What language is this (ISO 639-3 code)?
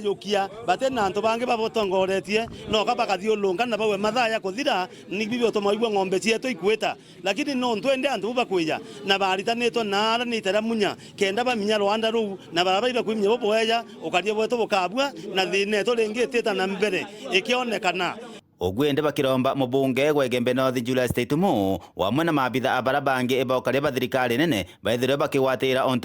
mer